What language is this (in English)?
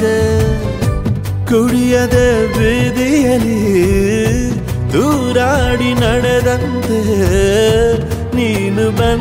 Kannada